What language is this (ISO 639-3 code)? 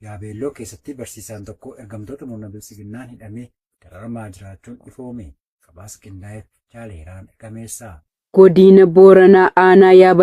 orm